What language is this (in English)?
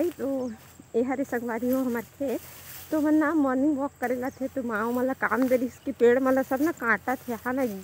Chhattisgarhi